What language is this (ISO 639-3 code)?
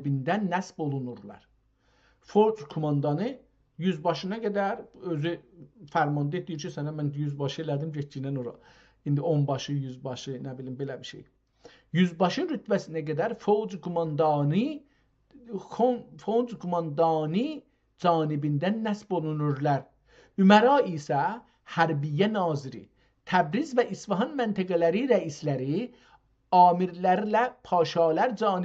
azb